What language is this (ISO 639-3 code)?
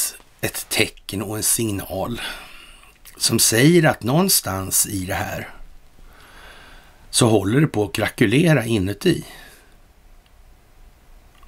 swe